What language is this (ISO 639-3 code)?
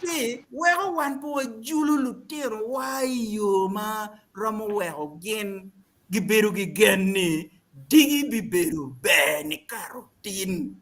ach